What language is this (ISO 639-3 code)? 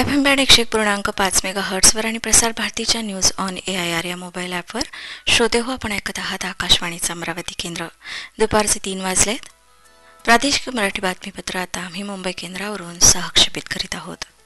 mar